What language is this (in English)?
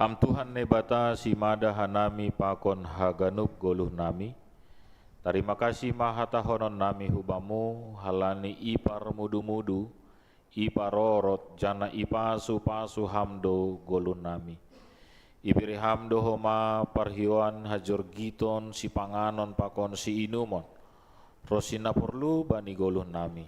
Batak Simalungun